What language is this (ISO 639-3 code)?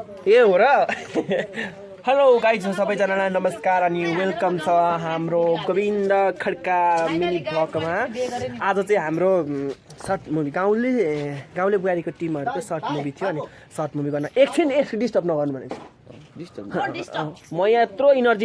nep